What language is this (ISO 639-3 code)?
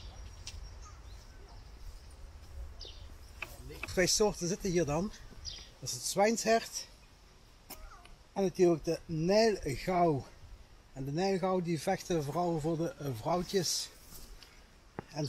nld